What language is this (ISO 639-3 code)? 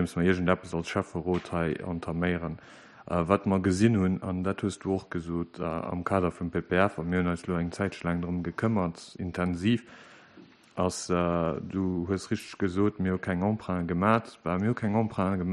ltz